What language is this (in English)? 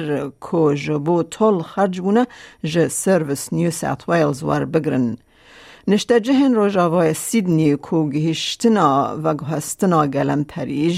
Kurdish